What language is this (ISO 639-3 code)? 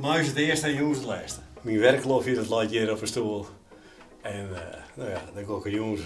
fry